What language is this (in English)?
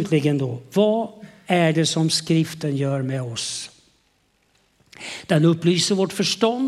Swedish